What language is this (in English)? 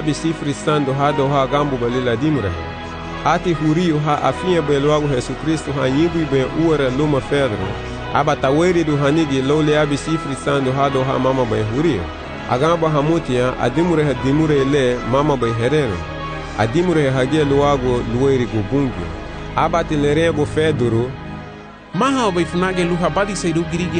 Garifuna